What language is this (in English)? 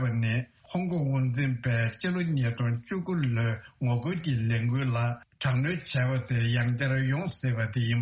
Tibetan